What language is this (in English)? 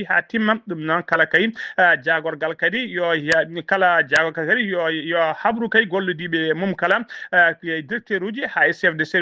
Fula